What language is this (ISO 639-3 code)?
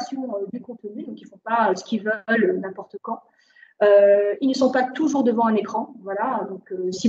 fra